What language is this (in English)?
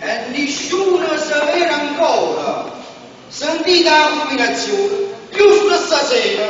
Neapolitan